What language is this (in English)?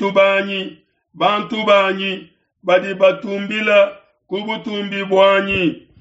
Luba-Lulua